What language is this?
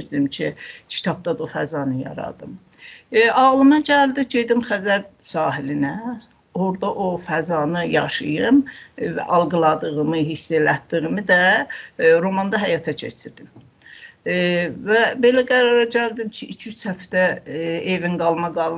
South Azerbaijani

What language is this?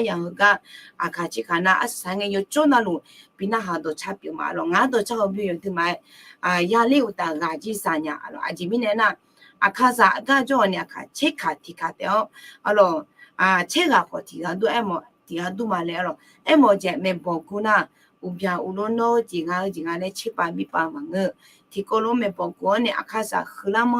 Akha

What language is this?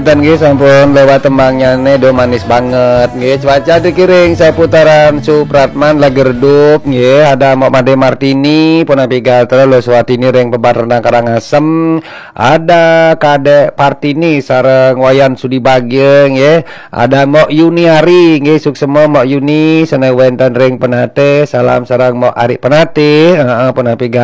Balinese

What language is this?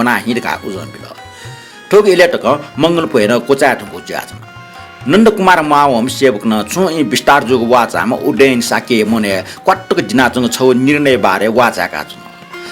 Newari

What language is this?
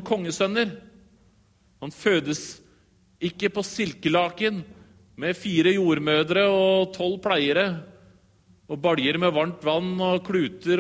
Norwegian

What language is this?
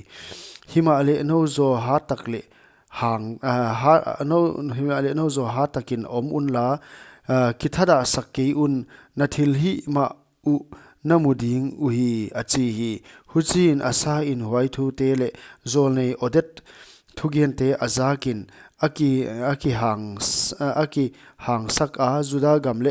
Paite Chin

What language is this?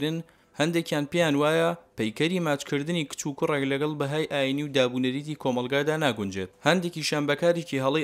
Central Kurdish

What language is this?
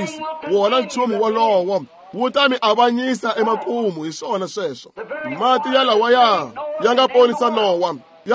Tsonga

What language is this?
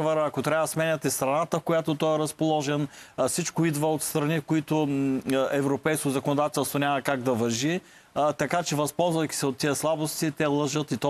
Bulgarian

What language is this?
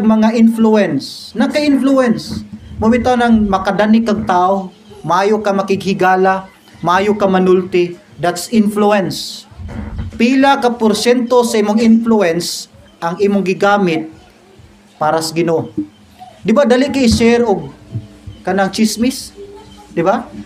Cebuano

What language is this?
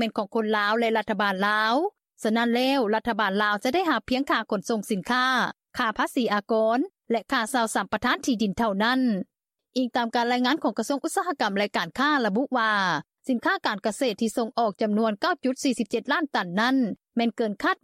Lao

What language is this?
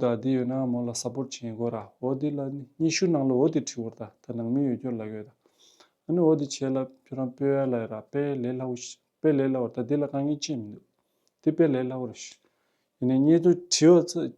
Tibetan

